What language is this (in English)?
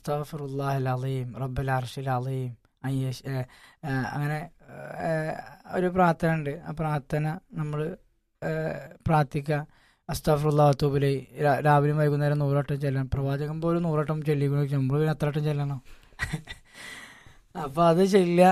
Malayalam